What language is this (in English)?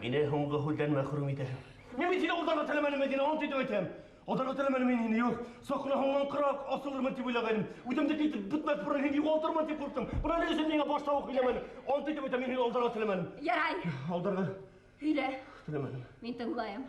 Bashkir